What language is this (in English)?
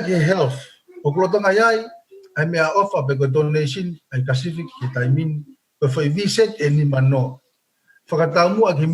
Tongan